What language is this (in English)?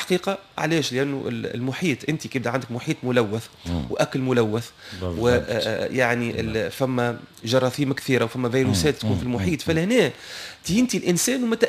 Tunisian Arabic